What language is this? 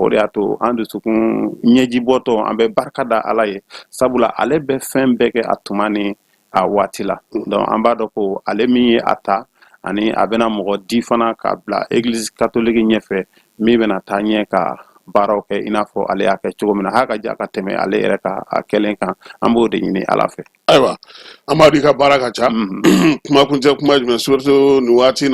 Bambara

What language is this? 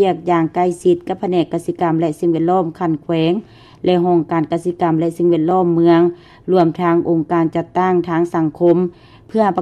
Lao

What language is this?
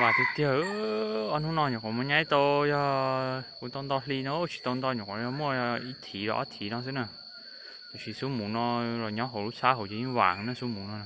Hmong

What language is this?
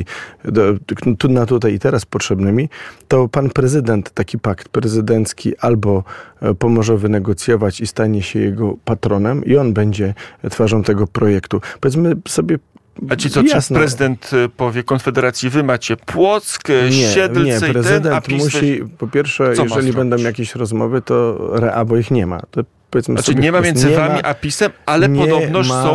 Polish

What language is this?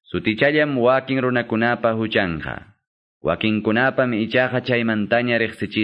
Quechua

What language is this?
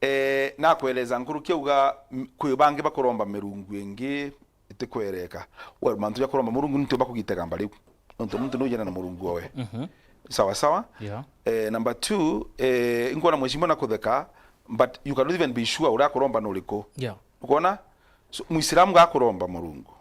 Meru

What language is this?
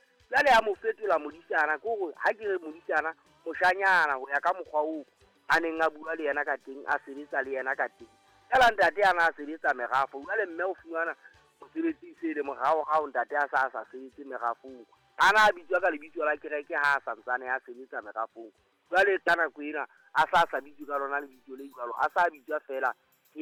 Southern Sotho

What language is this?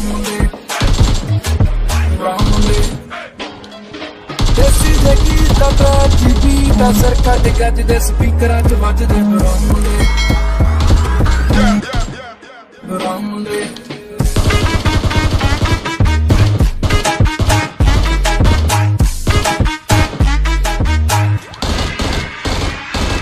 Punjabi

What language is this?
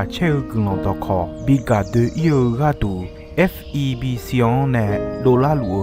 Akha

